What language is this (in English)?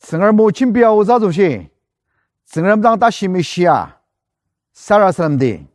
Ao Naga